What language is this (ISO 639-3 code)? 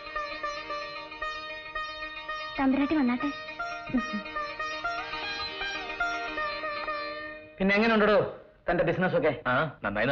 mal